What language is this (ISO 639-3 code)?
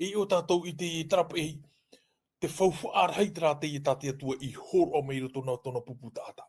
tah